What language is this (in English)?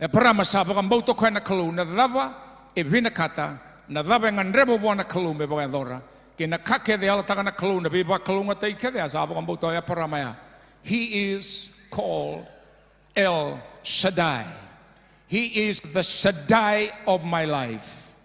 Fijian